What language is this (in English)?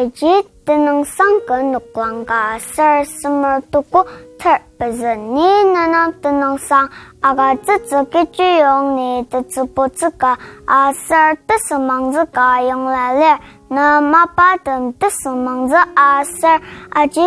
Ao Naga